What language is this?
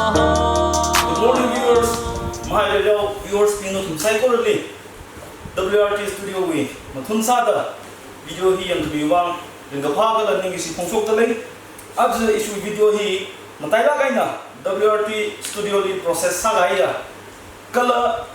Tangkhul Naga (India)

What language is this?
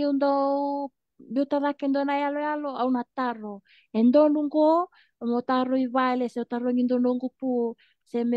Fijian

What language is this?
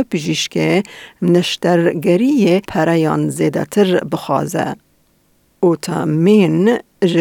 Kurdish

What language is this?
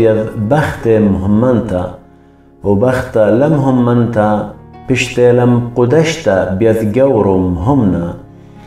Assyrian Neo-Aramaic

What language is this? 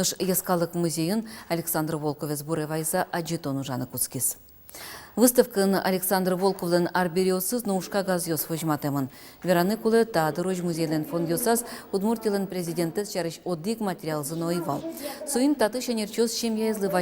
Udmurt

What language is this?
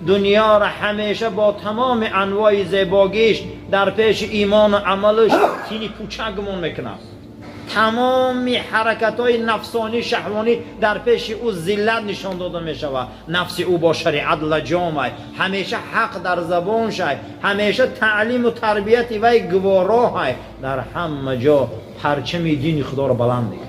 Tajik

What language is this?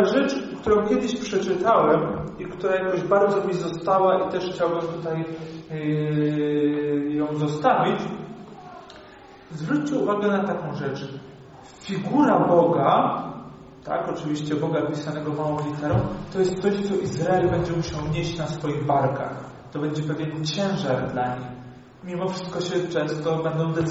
Polish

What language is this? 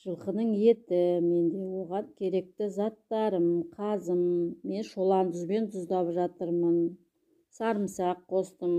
Kazakh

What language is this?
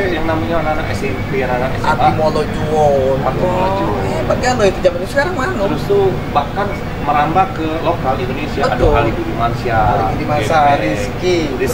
Musi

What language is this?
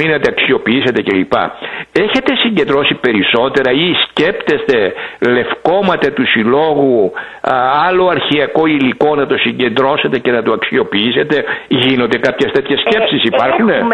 Greek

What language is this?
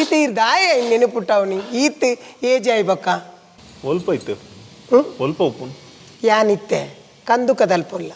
Tulu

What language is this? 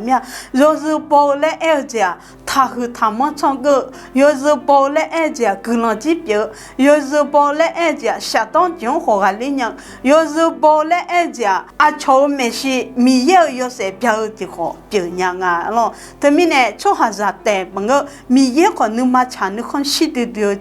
Akha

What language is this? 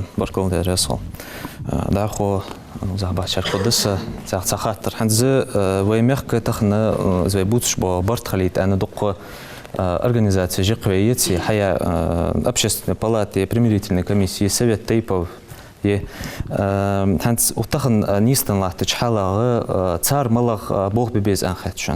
Ingush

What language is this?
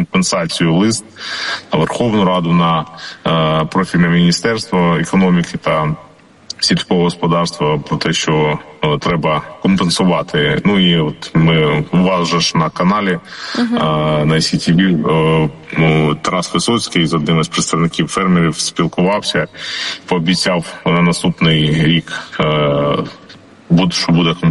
Ukrainian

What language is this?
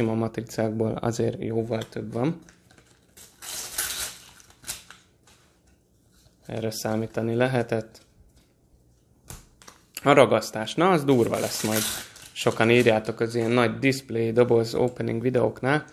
Hungarian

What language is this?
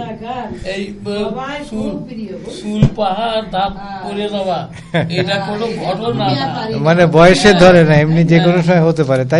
Bangla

